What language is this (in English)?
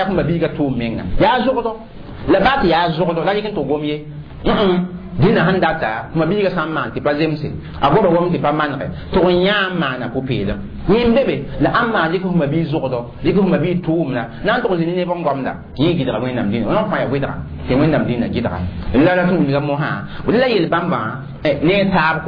Mossi